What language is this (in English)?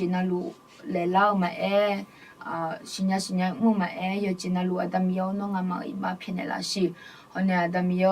Akha